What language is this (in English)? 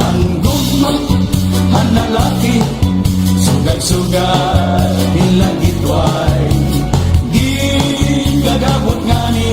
Waray